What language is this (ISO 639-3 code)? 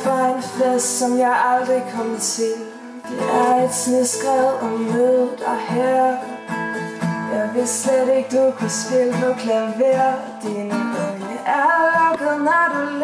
dan